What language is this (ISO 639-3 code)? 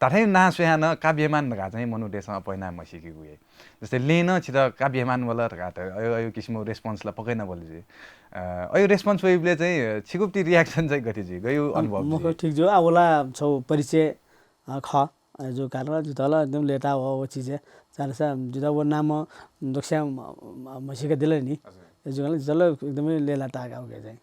new